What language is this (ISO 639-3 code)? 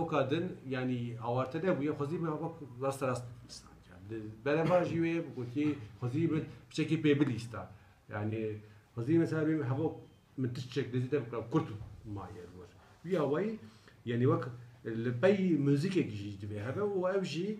kur